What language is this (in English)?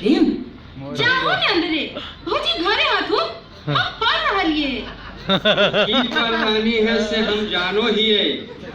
Magahi